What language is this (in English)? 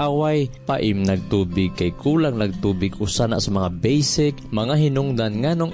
Cebuano